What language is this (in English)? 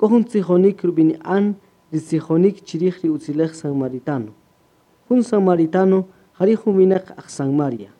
Kaqchikel